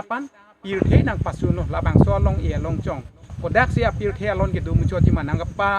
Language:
Karbi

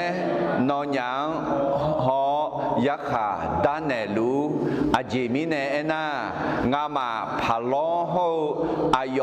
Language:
Akha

